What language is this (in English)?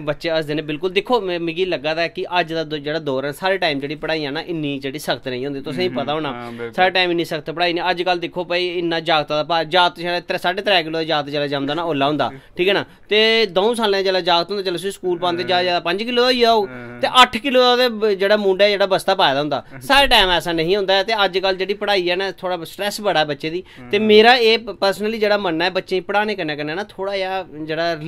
Dogri